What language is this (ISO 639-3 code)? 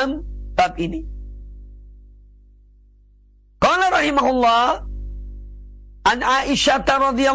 ind